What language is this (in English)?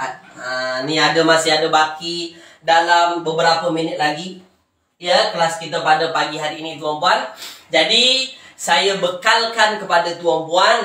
Malay